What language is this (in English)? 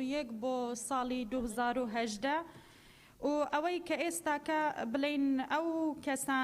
Central Kurdish